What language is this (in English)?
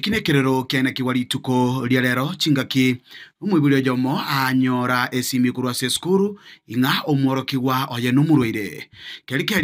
Gusii